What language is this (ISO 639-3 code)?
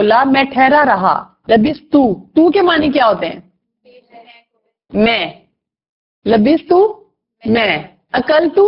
urd